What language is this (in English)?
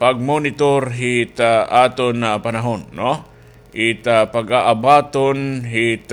Waray